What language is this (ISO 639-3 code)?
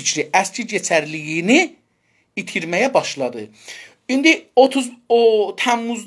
azb